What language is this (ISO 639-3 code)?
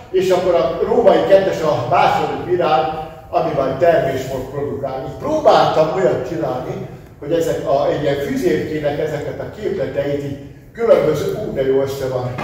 hun